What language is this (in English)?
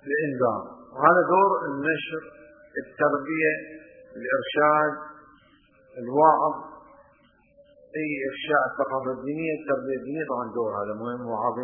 Arabic